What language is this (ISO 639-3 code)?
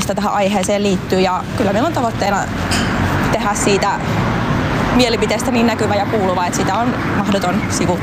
fin